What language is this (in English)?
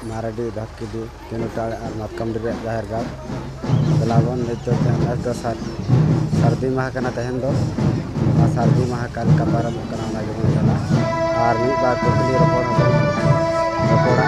Santali